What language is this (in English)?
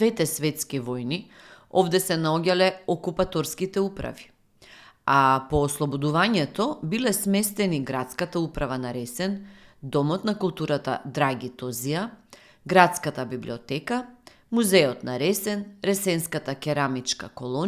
Macedonian